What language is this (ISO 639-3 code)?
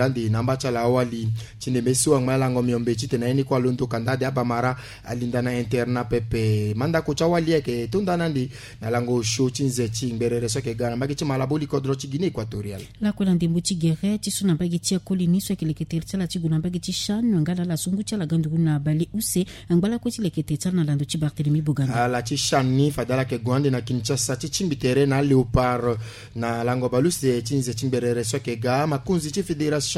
sag